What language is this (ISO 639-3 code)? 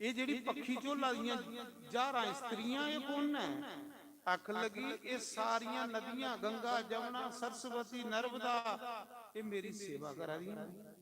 doi